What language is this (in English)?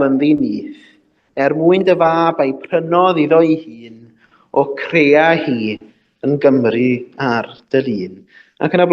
Welsh